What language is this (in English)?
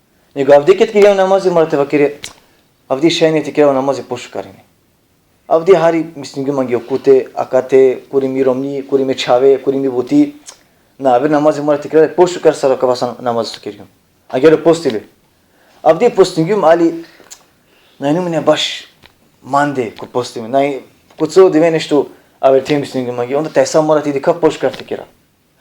Balkan Romani